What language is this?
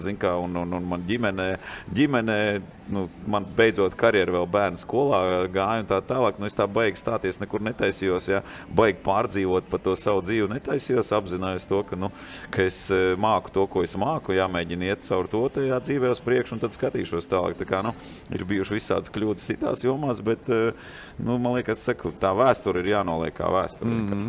Latvian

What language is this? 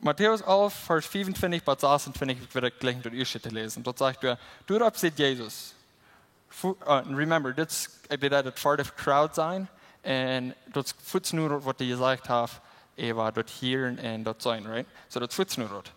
Plautdietsch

